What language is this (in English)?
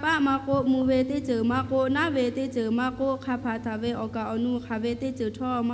Lahu